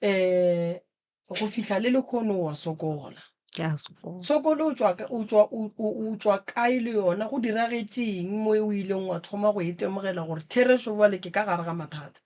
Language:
Northern Sotho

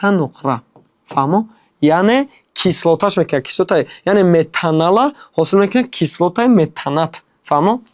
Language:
Tajik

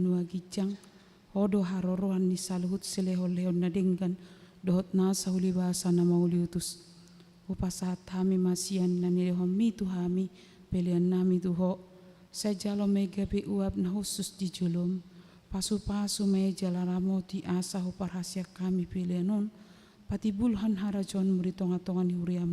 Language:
Batak Toba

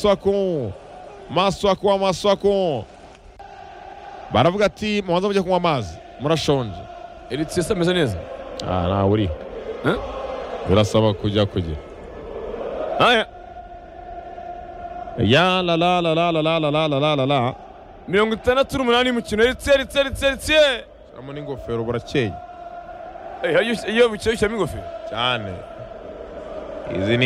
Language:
Kinyarwanda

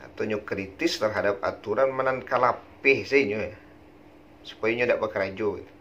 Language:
Minangkabau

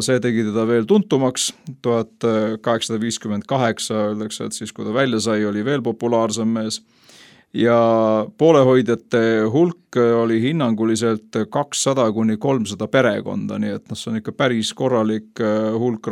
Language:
Estonian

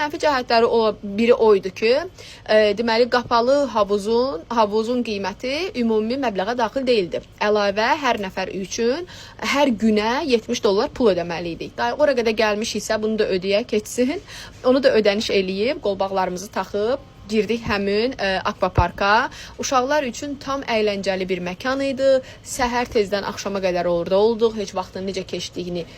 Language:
Azerbaijani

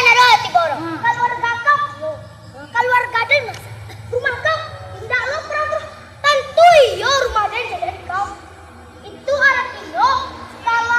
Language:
Minangkabau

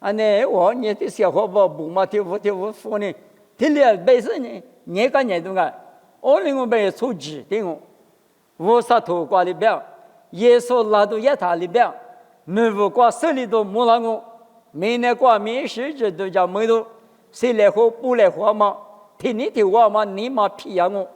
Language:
Lisu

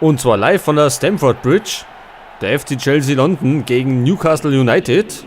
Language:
Bavarian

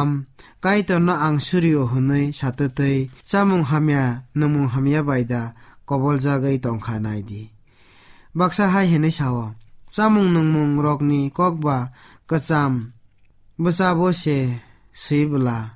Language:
Kok Borok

